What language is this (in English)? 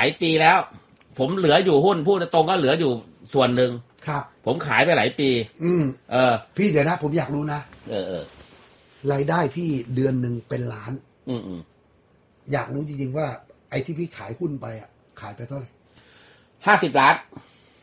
Thai